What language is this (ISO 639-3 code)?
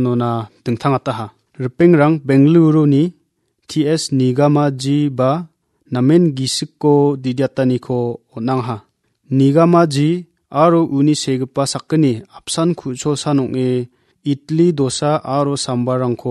grt